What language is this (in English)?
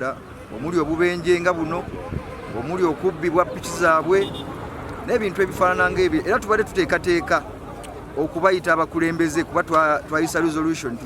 Ganda